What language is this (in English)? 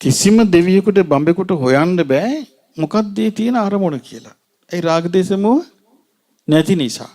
Sinhala